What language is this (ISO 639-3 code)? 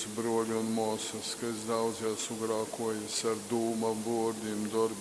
ltg